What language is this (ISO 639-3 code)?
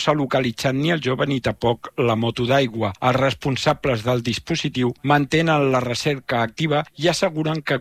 cat